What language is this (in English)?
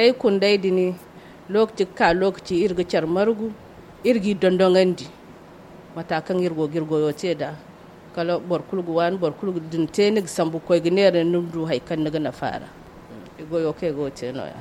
Zarma